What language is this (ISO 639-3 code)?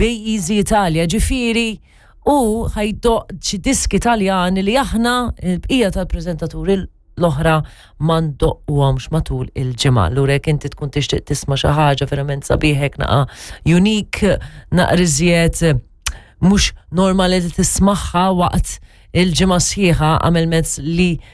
mlt